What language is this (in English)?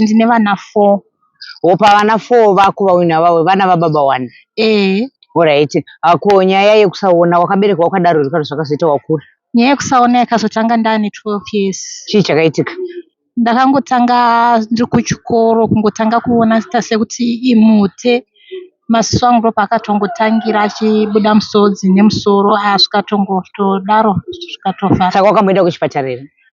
Shona